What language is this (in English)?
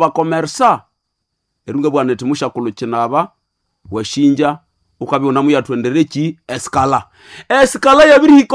Nande